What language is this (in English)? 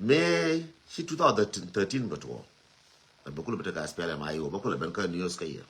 Nuer